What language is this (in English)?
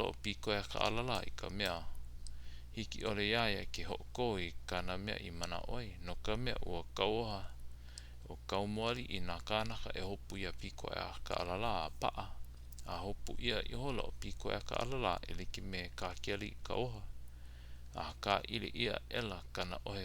Hawaiian